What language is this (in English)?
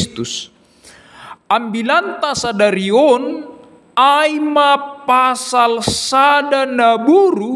Batak Simalungun